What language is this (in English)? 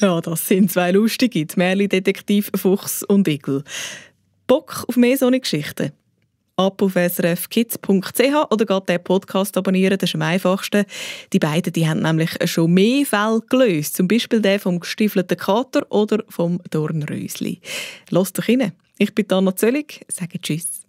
Swiss German